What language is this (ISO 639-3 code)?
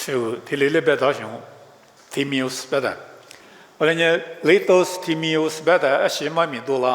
lis